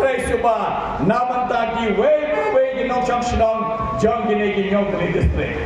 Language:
Khasi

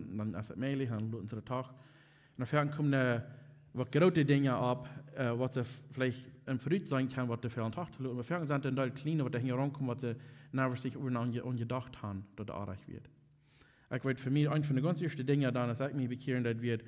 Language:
Plautdietsch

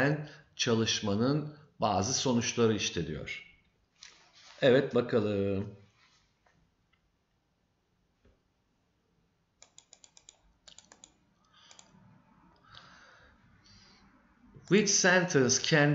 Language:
Turkish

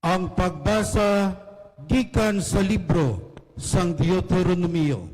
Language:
Hiligaynon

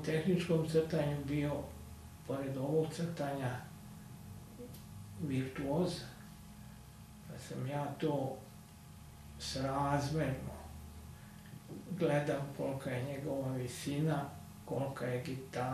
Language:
Serbian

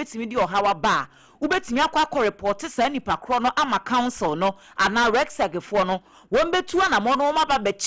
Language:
Akan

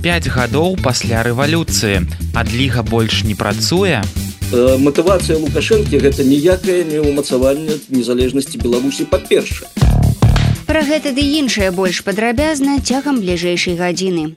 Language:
Belarusian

